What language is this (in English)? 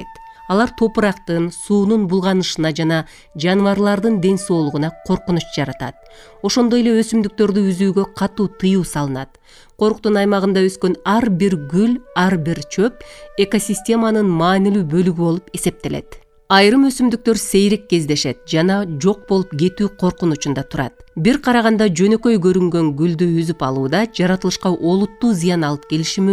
Kyrgyz